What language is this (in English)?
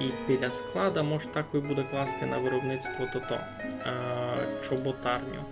Rusyn